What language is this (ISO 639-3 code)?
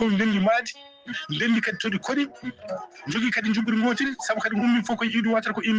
ful